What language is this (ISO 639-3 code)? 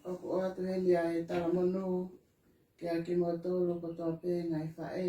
ton